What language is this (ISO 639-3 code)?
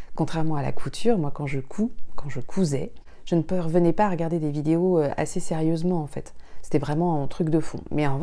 fra